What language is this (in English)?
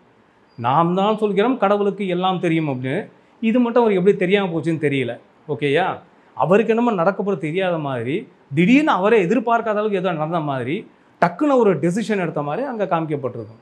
Tamil